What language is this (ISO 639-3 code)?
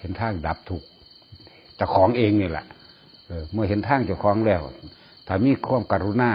tts